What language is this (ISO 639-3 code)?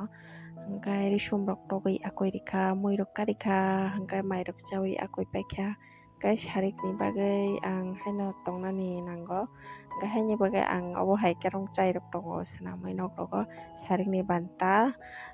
trp